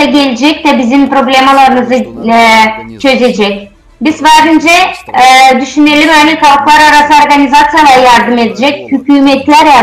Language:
Gagauz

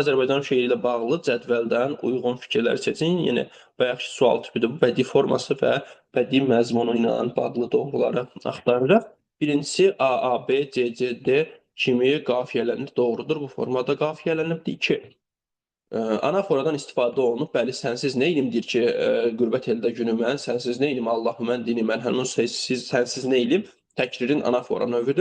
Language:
Azerbaijani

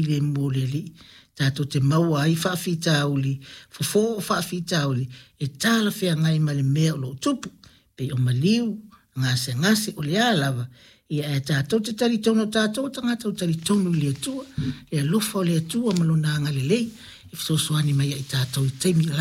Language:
Samoan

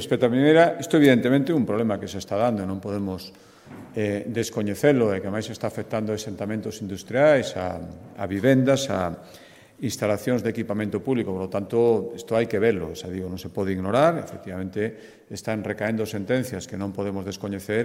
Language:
Galician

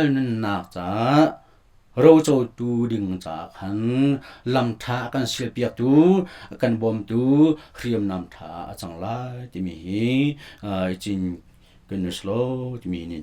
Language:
Hakha Chin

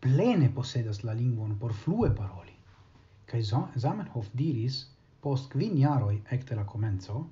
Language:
Esperanto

